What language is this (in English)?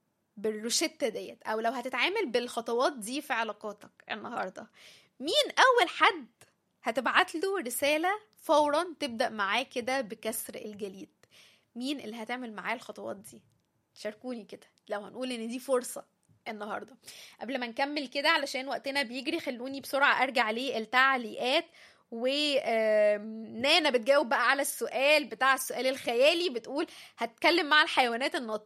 Egyptian Arabic